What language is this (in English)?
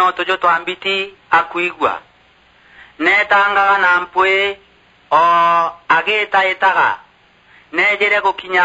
Meru